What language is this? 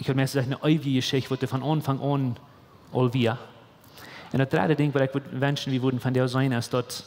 Plautdietsch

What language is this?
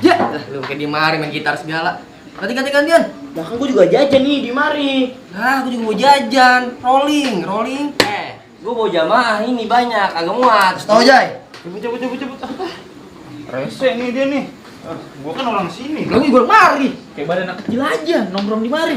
Betawi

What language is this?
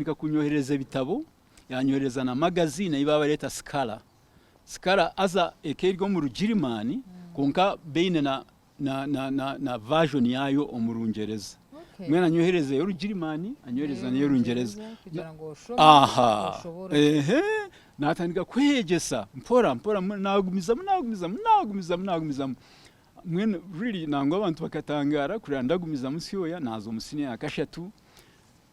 Nyankole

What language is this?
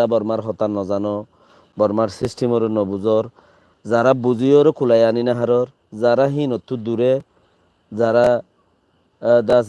Rohingya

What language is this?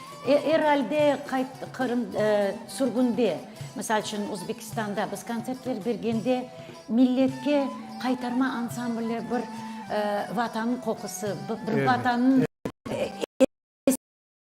Crimean Tatar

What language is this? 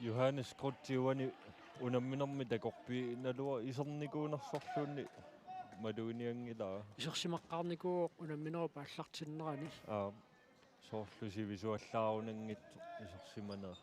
Kalaallisut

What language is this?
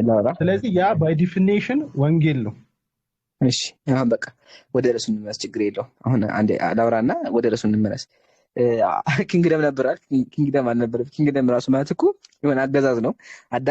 Amharic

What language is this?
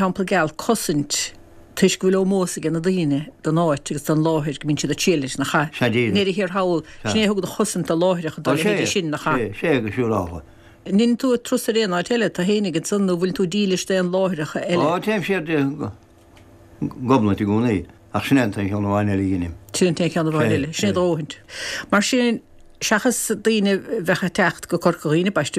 Irish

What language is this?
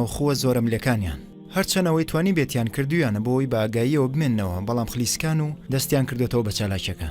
Central Kurdish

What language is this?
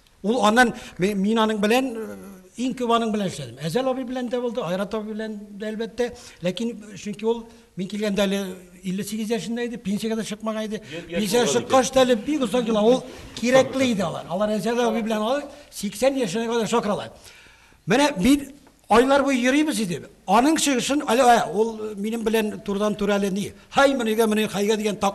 Tatar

